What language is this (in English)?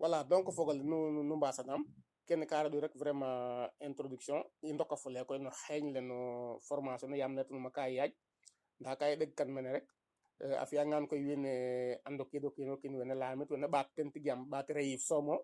Serer